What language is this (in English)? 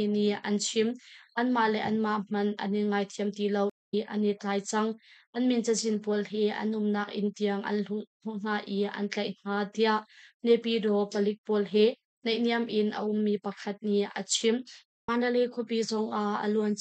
Hakha Chin